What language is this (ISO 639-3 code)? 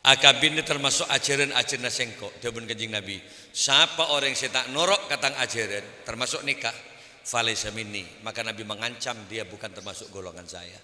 mad